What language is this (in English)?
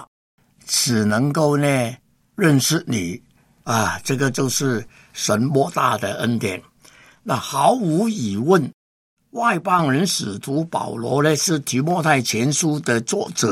Chinese